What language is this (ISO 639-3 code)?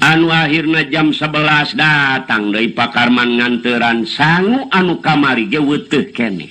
sun